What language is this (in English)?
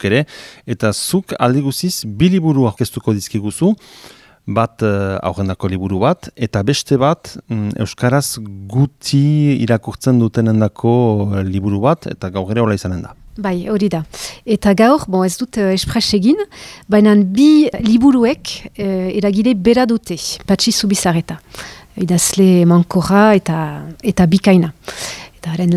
Basque